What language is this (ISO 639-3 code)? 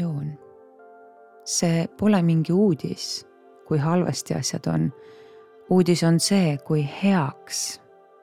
est